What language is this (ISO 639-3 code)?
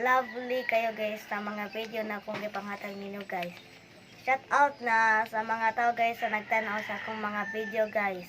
ceb